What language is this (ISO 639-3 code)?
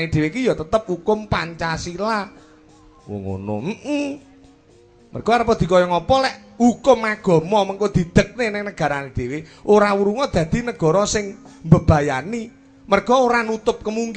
jav